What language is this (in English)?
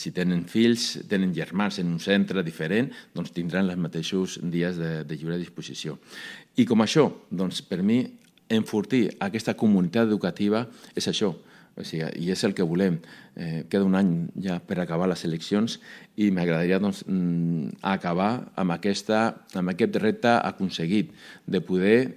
Catalan